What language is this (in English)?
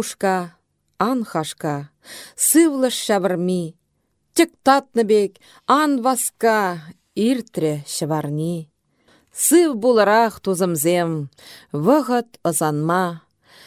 Chuvash